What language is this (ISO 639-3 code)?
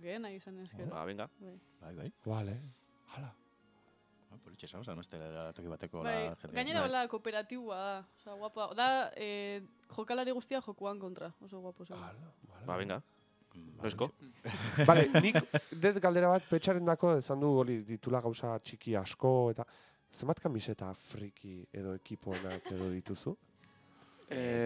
eus